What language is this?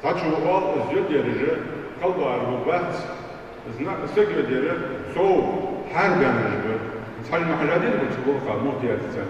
Ingush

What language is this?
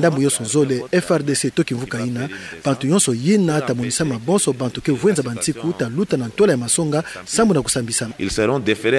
Kituba (Democratic Republic of Congo)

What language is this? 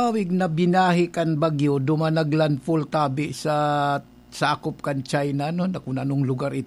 Bikol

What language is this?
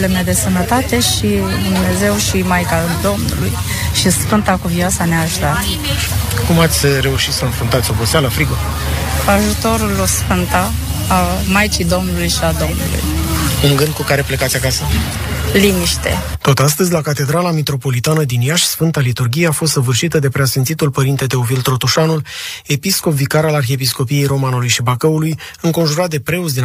Romanian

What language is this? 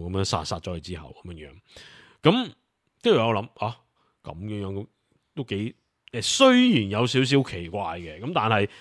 Cantonese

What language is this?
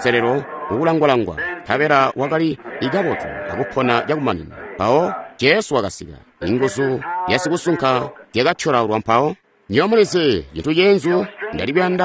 Tonga (Zambia)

